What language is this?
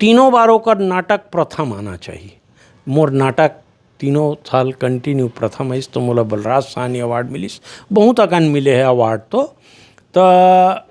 Chhattisgarhi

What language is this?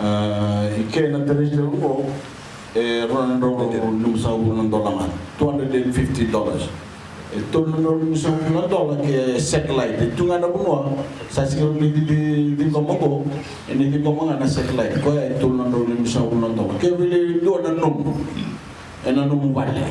Fijian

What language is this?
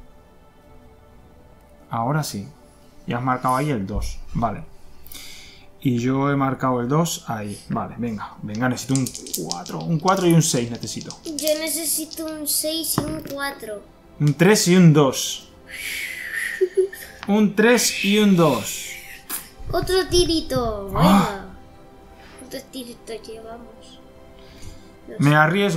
Spanish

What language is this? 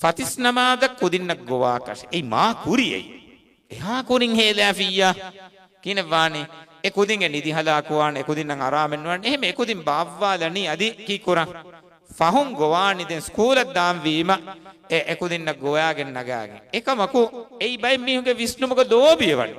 Divehi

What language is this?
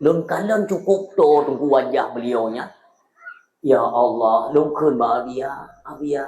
Achinese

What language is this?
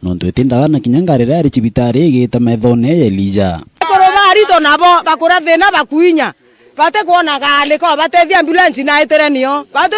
Meru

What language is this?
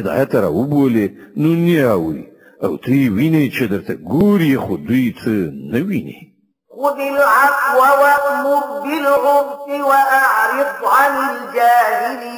Pashto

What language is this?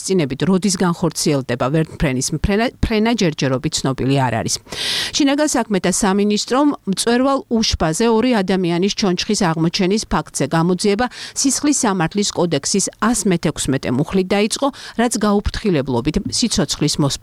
Georgian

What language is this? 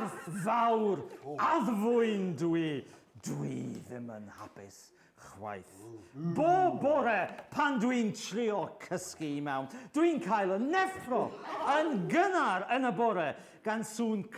Welsh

